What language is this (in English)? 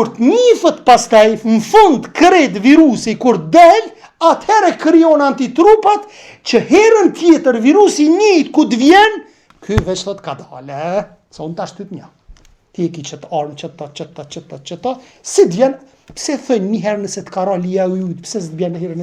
Albanian